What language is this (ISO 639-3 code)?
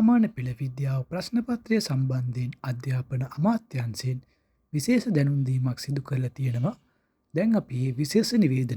sin